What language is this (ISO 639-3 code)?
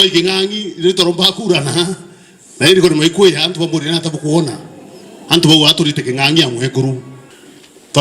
mer